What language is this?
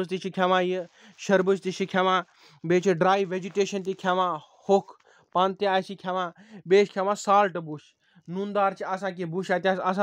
Kashmiri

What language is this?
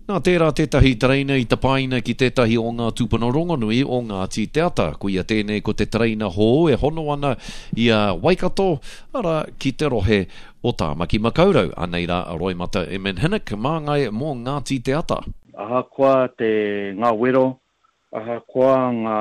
Māori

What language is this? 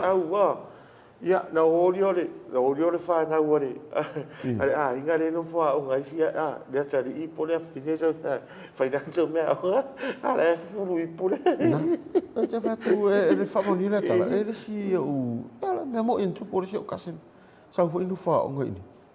Samoan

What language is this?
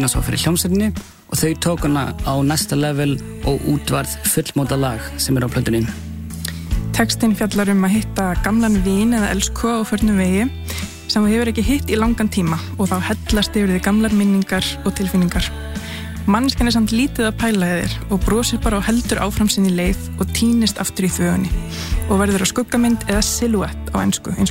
Icelandic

